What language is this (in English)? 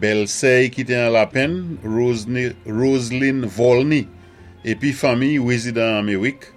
Saint Lucian Creole French